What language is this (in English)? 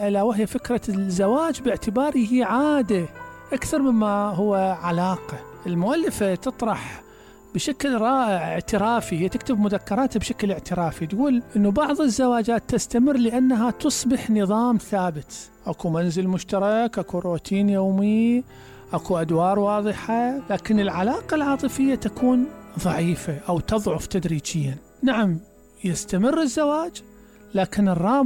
Mesopotamian Arabic